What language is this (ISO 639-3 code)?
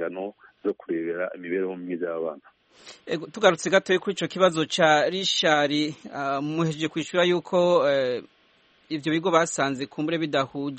kin